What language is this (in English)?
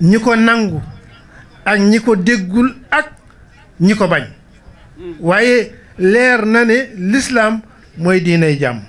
Wolof